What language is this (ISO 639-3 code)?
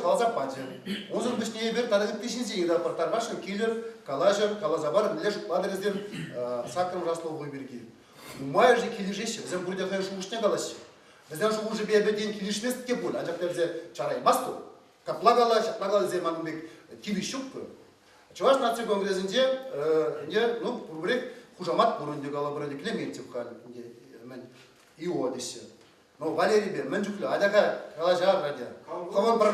chv